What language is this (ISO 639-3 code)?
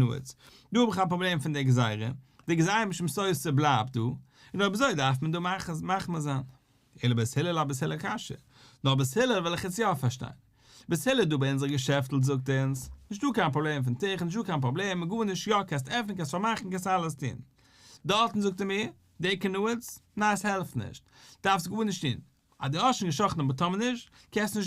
yid